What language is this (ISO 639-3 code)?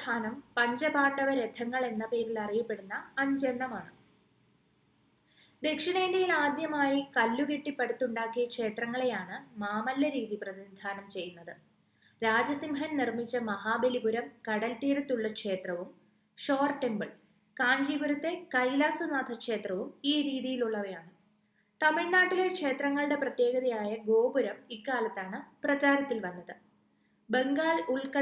mal